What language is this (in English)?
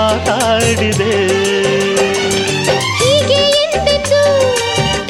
Kannada